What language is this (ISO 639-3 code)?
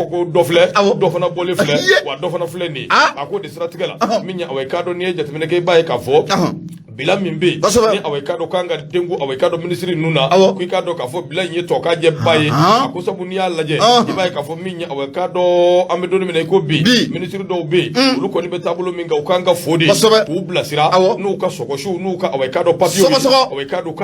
bam